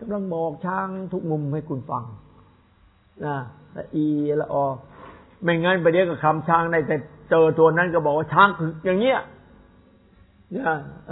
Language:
Thai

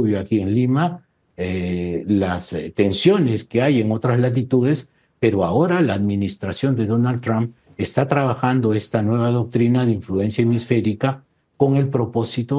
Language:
Spanish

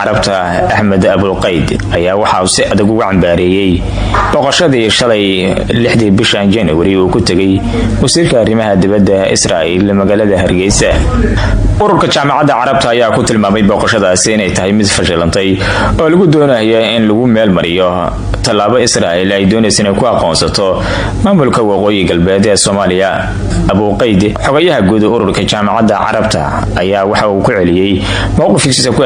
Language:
Somali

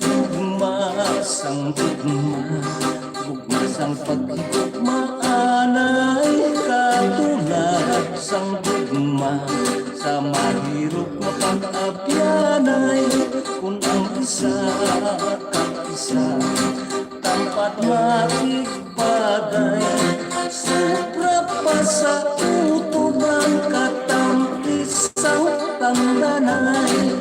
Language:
Hiligaynon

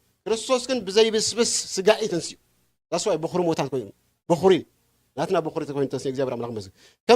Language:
Tigrinya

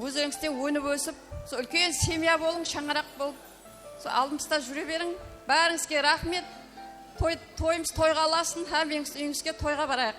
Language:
Kara-Kalpak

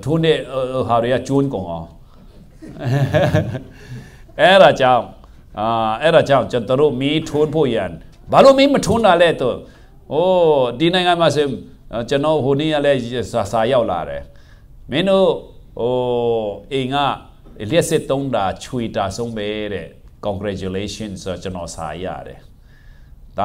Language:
Burmese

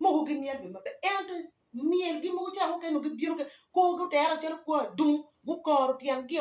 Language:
Acoli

